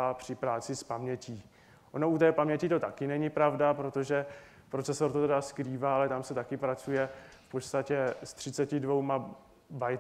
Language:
Czech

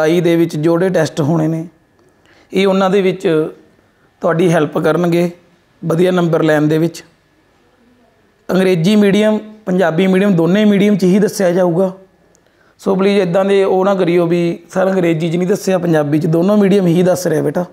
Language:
Punjabi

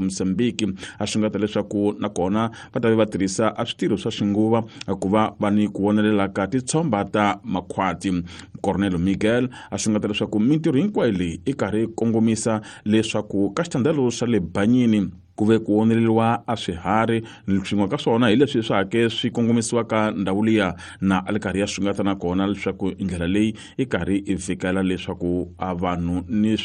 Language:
Tsonga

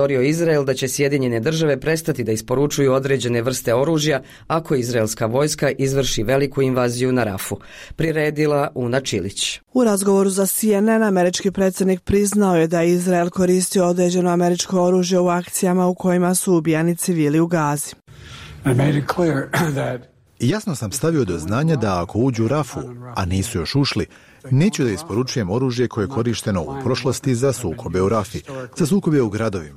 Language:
Bosnian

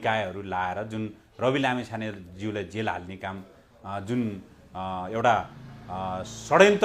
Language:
Nepali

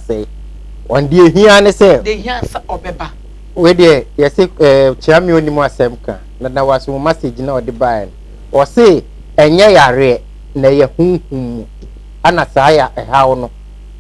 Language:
Akan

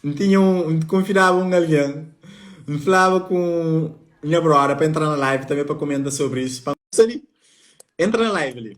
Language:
Kabuverdianu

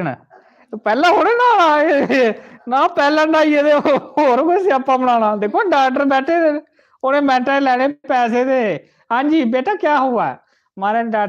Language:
Dogri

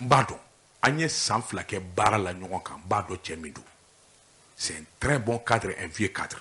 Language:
Bambara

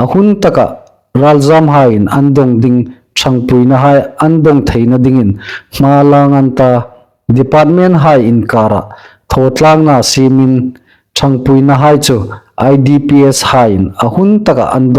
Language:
Hmar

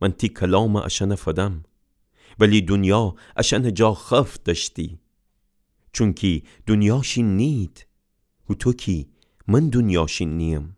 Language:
Gilaki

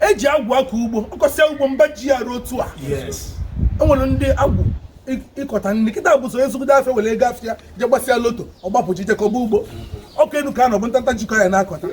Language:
Igbo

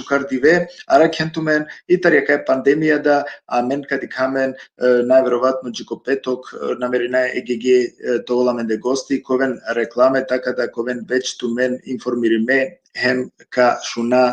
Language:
Balkan Romani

